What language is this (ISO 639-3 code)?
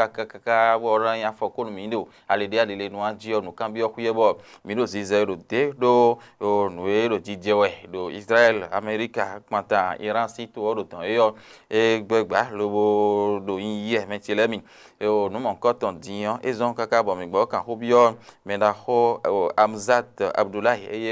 fon